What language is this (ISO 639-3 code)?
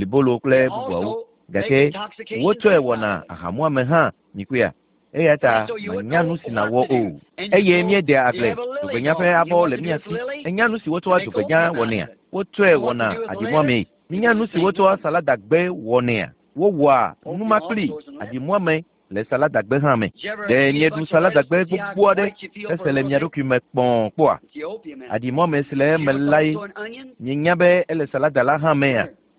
ewe